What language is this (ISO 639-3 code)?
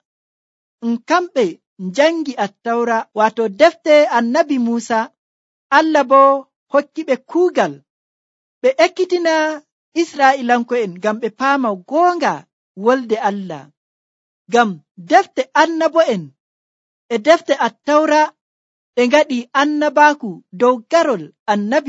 fuv